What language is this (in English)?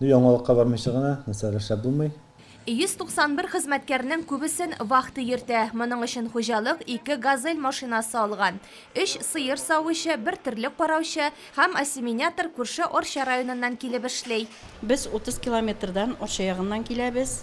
Tatar